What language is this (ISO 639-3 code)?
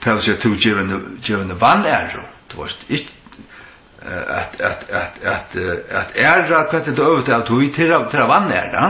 fao